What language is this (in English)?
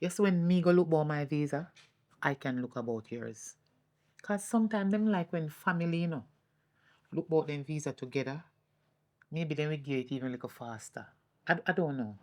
Jamaican Creole English